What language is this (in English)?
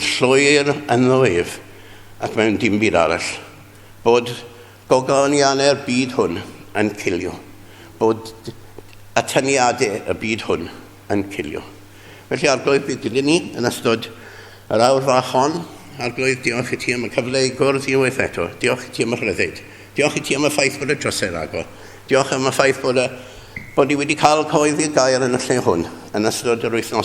Welsh